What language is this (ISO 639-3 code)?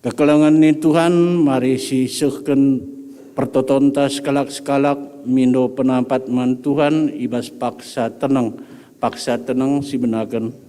btx